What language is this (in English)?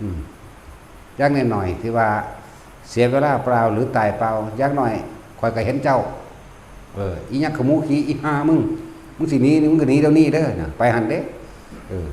Northeastern Thai